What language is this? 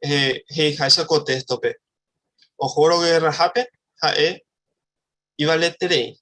Guarani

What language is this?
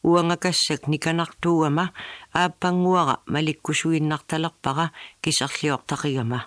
Kalaallisut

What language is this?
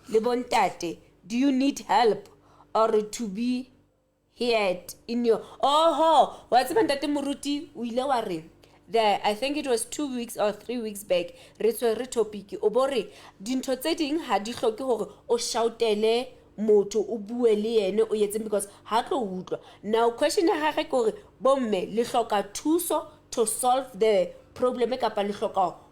Southern Sotho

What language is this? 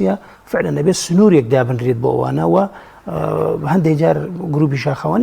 Central Kurdish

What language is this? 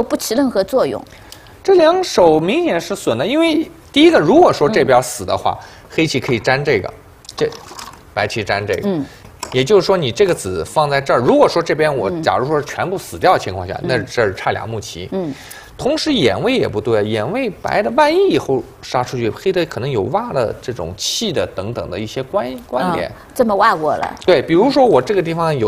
Chinese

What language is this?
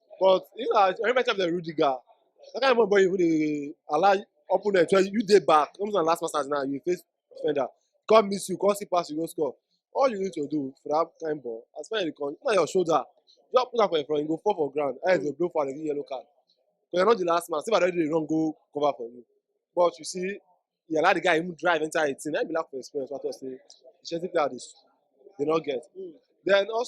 Nigerian Pidgin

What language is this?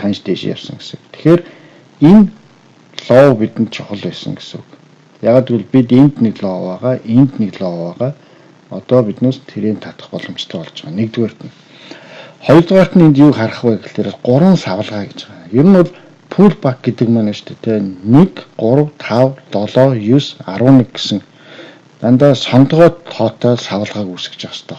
Mongolian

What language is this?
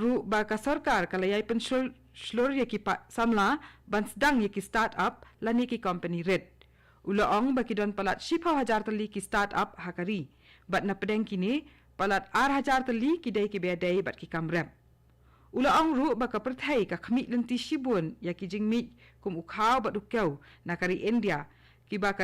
Khasi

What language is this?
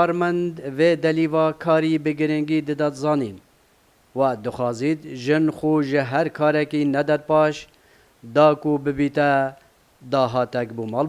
Kurdish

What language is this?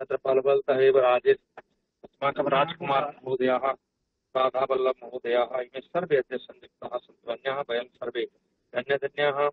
Sanskrit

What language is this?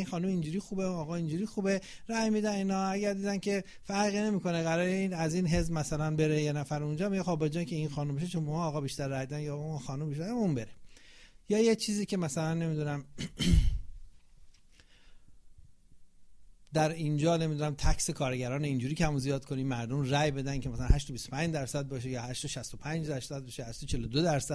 Persian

